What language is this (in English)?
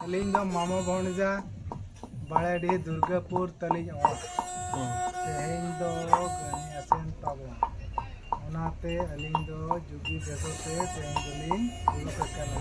Santali